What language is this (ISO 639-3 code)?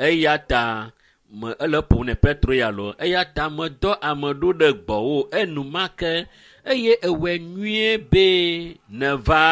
ewe